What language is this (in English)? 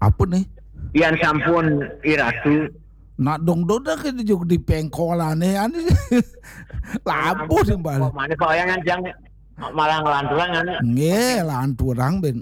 Balinese